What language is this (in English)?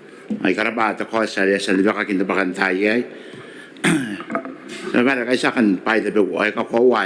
Gilbertese